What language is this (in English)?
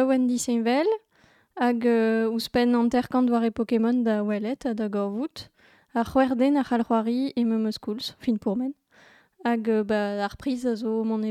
Breton